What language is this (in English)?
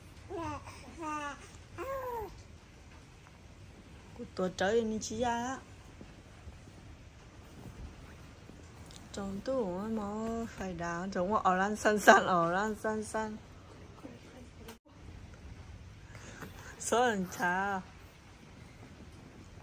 Vietnamese